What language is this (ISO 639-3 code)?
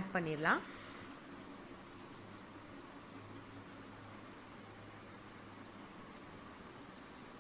tam